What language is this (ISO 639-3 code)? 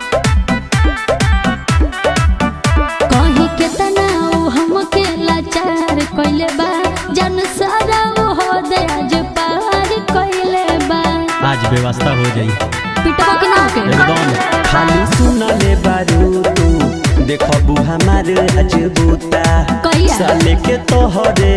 bho